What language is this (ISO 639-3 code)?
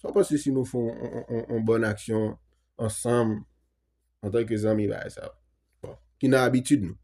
hat